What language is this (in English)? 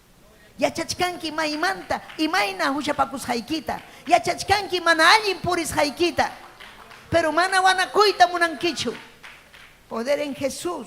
Ayacucho Quechua